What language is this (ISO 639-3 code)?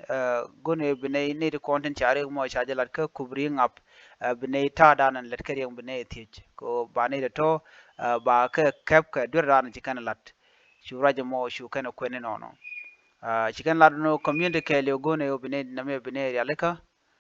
nus